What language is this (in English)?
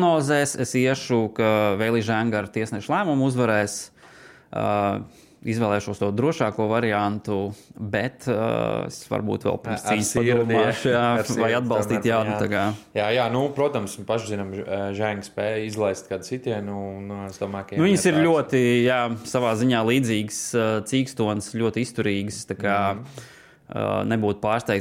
Latvian